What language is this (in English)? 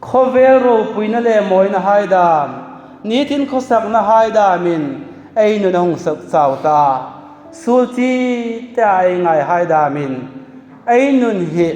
Hmar